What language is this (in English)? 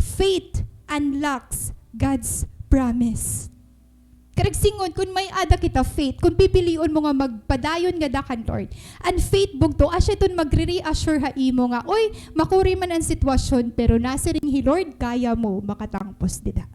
Waray